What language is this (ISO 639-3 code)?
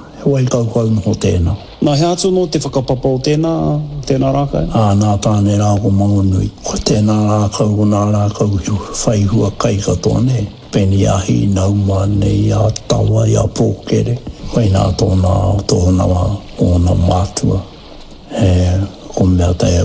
mri